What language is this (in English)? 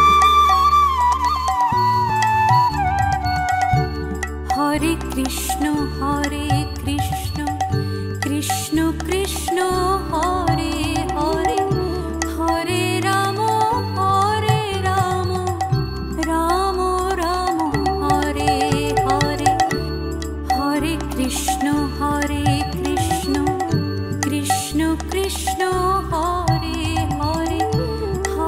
Bangla